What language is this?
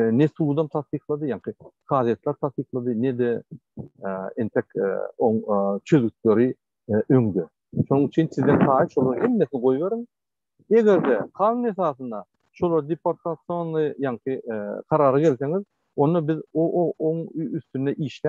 Turkmen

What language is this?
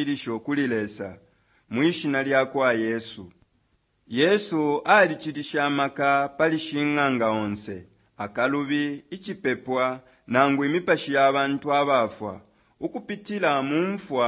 Bemba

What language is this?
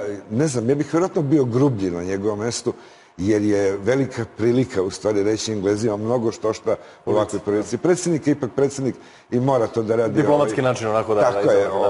Serbian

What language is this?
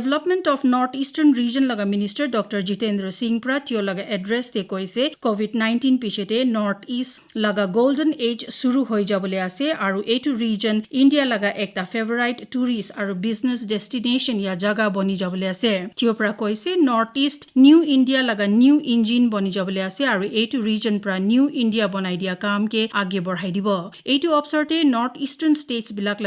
Naga Pidgin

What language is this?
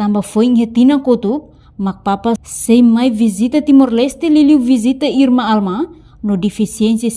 Tetum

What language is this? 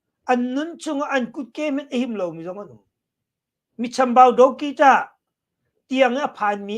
Hakha Chin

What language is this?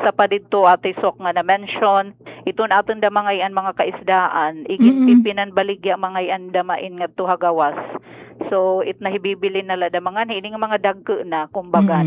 Waray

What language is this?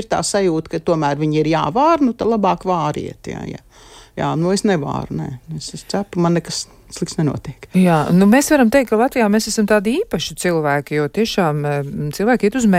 Latvian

